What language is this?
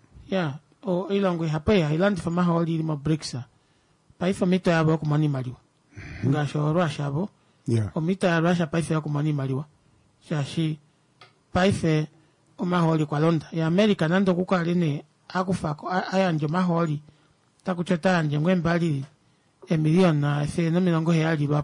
Kuanyama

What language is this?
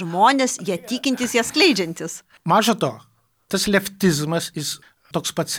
Lithuanian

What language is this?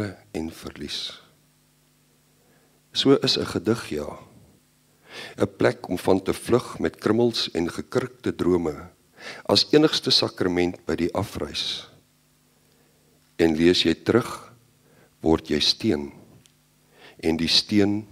Afrikaans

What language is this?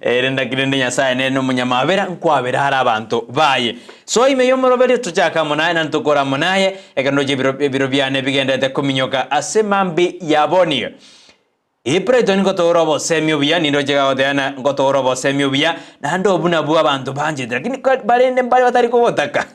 Gusii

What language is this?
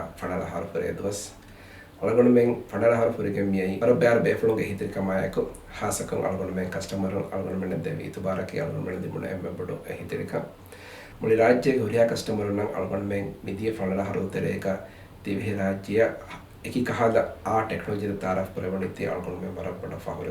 Divehi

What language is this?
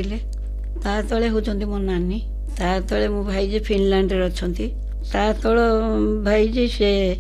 Odia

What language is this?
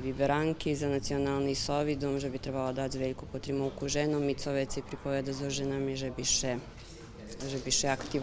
Rusyn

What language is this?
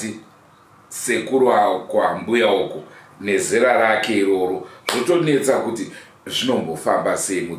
Shona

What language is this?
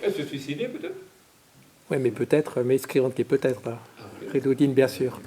Breton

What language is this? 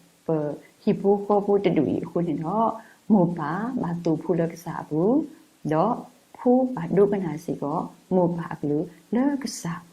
S'gaw Karen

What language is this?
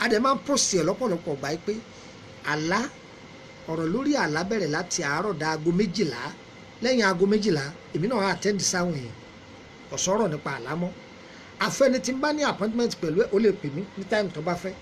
Yoruba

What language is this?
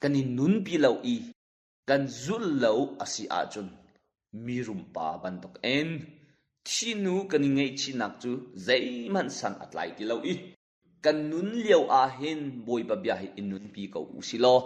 Hakha Chin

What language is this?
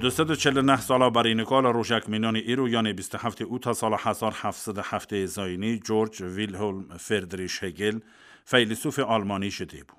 Kurdish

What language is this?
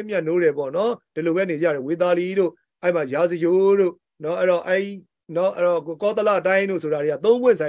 Burmese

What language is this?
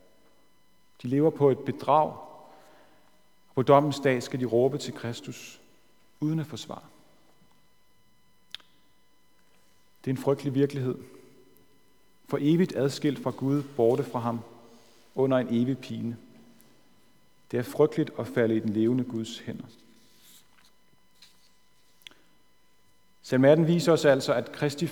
Danish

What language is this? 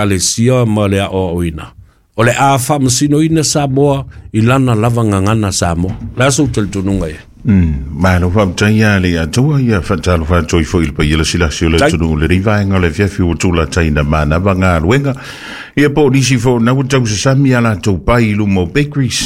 Samoan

